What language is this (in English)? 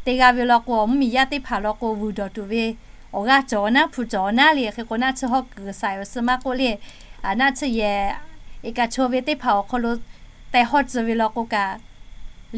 Lahu